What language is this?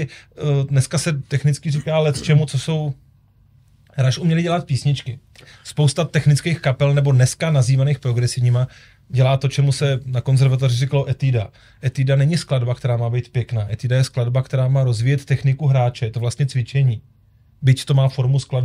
Czech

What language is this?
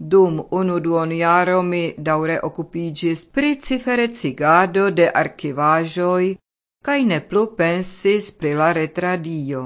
Esperanto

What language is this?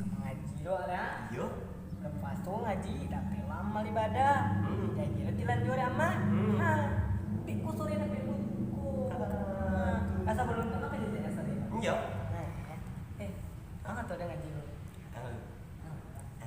Minangkabau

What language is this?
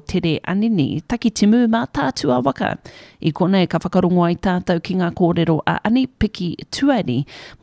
Māori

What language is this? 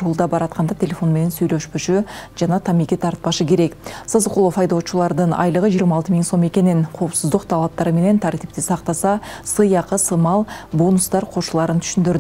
Kyrgyz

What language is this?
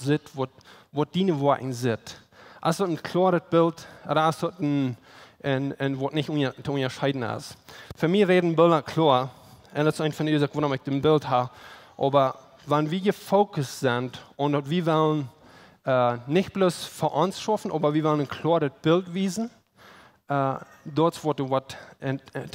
Plautdietsch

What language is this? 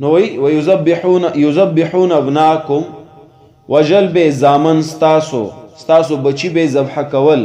Pashto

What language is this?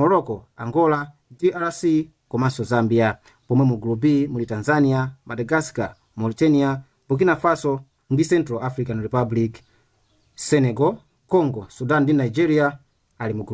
Nyanja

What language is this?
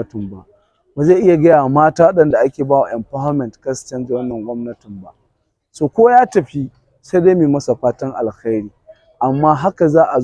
Hausa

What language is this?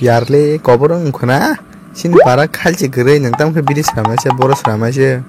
Kok Borok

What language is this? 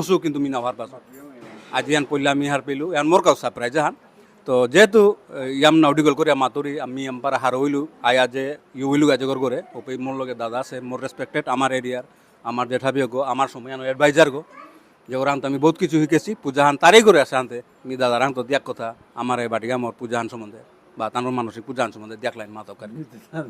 Bishnupriya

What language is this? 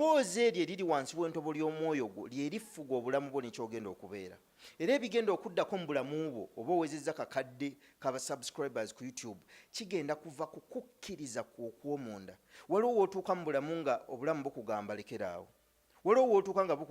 Ganda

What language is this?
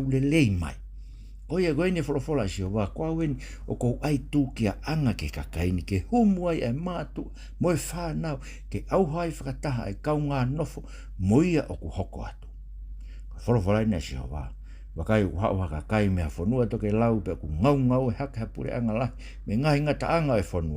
Tongan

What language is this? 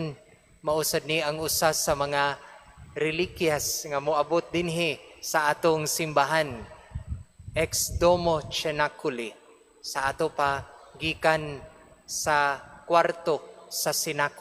Cebuano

